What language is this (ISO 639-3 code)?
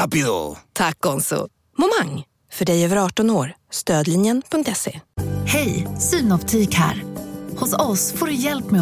swe